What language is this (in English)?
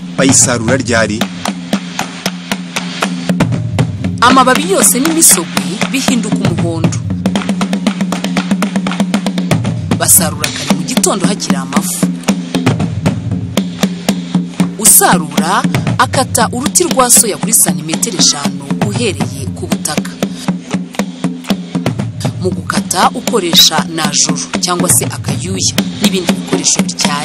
Kinyarwanda